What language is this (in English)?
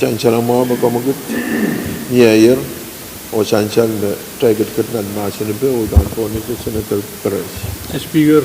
Pohnpeian